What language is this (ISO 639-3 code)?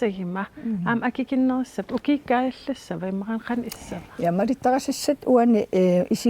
kal